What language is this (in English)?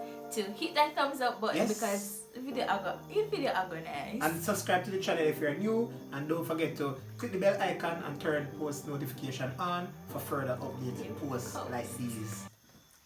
Jamaican Creole English